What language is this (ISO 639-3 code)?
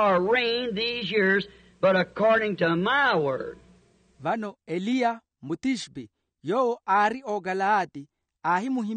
vmw